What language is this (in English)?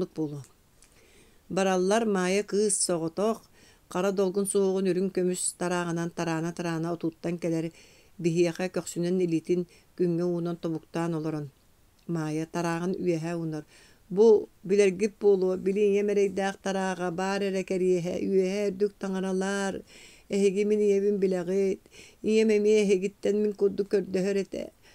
Yakut